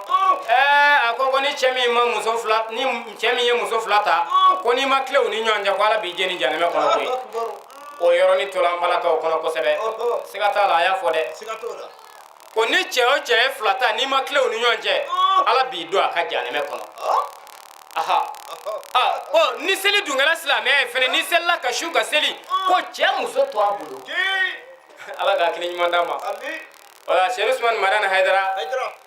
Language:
Bambara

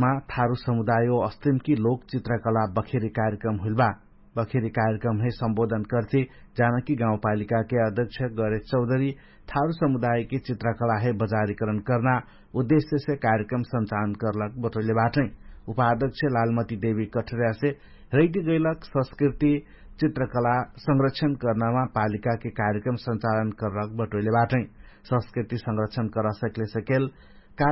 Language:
Dangaura Tharu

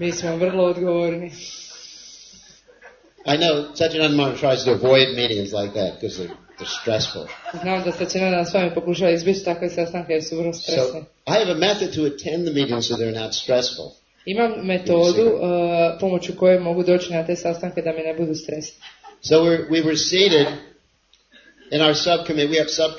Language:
Croatian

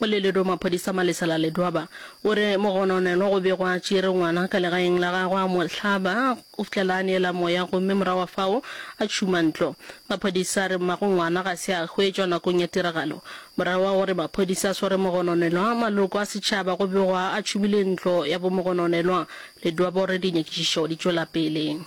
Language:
Northern Sotho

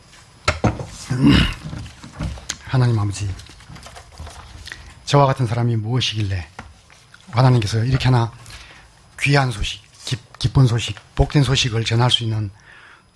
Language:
Korean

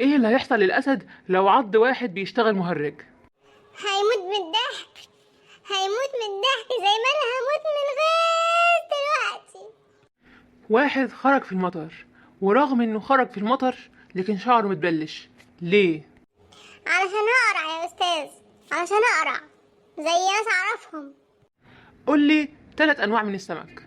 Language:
Egyptian Arabic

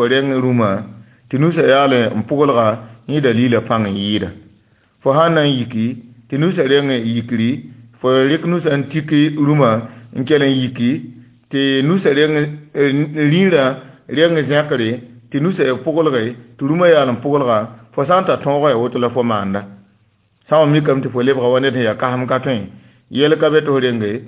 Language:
Mossi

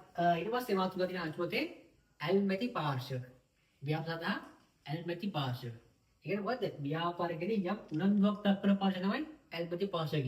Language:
Sinhala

